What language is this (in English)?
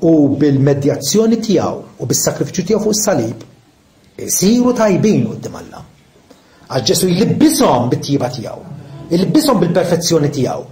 Maltese